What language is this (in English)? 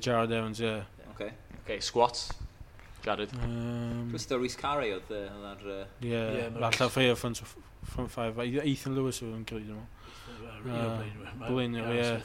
Welsh